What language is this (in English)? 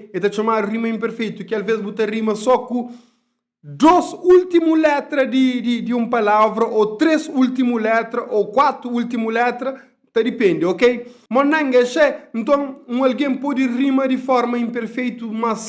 Kabuverdianu